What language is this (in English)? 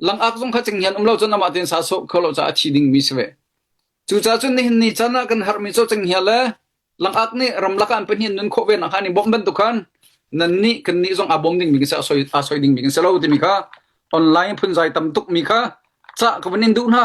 Hakha Chin